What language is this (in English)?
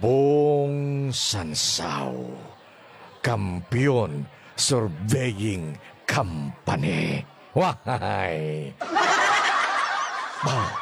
Hiligaynon